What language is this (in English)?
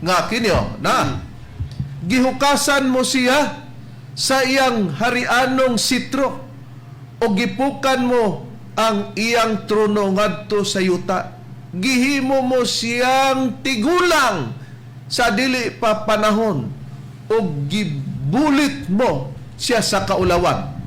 Cebuano